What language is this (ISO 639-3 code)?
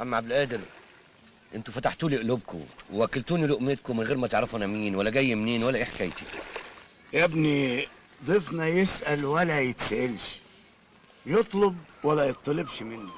arz